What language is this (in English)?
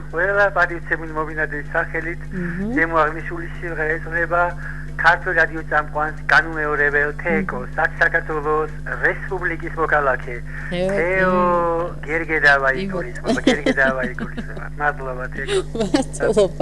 Georgian